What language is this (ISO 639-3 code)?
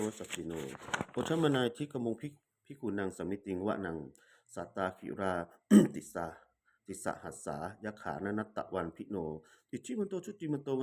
pli